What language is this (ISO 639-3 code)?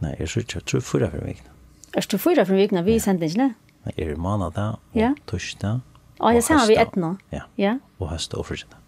fao